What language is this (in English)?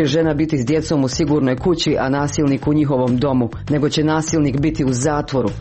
Croatian